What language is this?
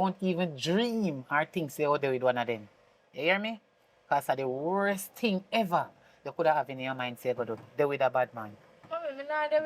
Jamaican Creole English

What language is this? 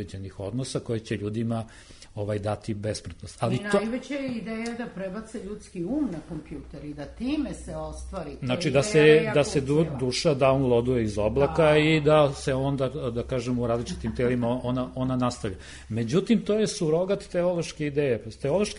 Serbian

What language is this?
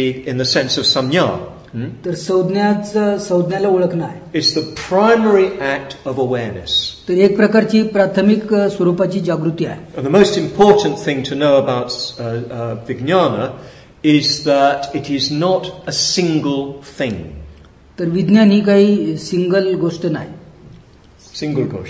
Marathi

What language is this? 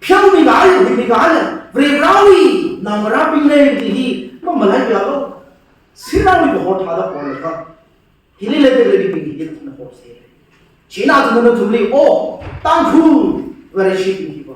Tangkhul Naga (India)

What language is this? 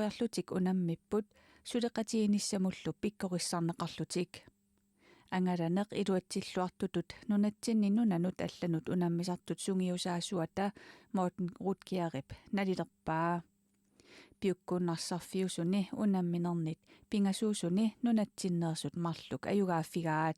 Kalaallisut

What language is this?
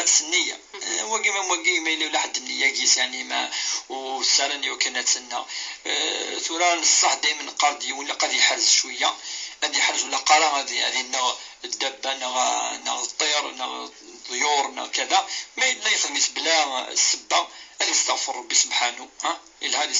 Kabyle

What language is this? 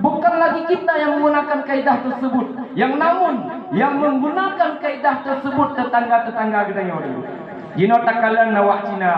Achinese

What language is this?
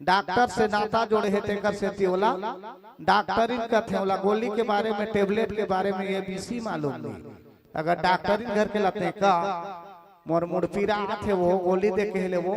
Chhattisgarhi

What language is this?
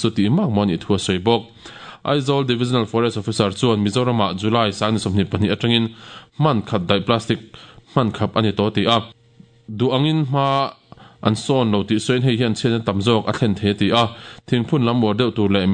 Mizo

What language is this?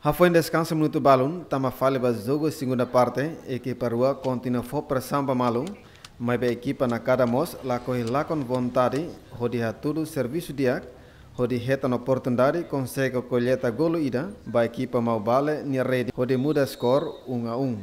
Tetum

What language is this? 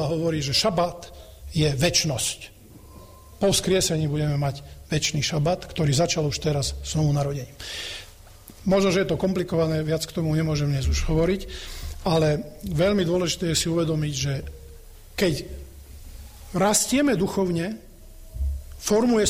Slovak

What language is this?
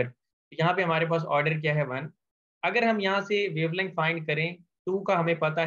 Hindi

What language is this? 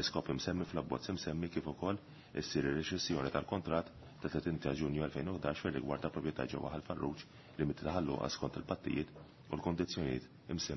Maltese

